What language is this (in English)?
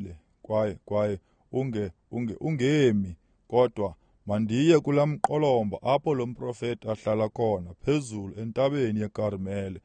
Xhosa